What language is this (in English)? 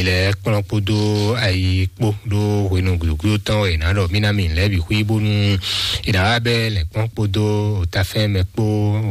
Fon